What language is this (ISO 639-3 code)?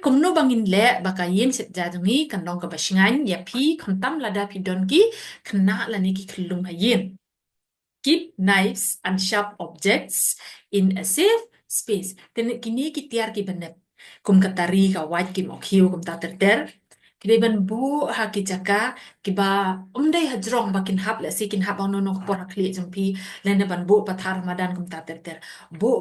kha